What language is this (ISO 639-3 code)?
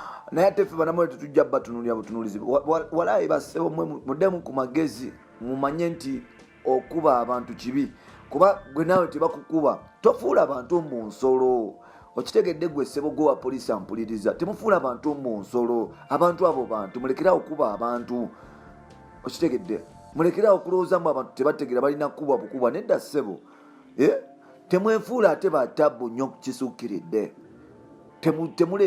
lug